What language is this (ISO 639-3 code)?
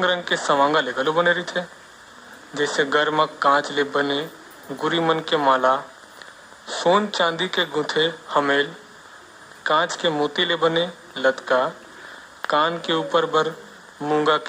hne